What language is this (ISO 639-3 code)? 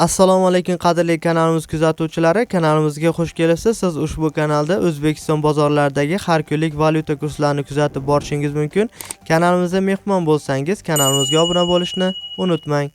uzb